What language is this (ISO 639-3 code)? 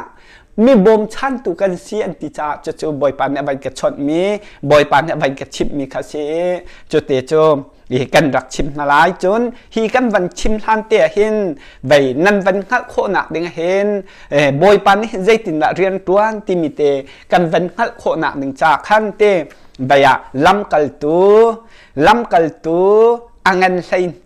cnh